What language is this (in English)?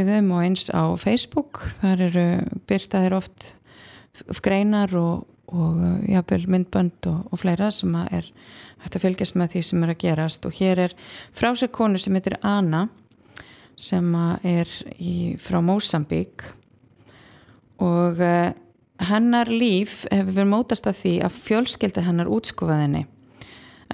Icelandic